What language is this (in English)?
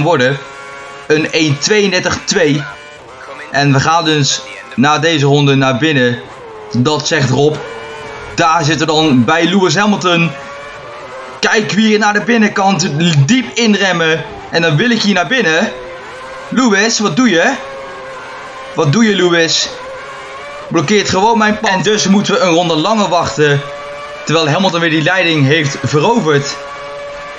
Dutch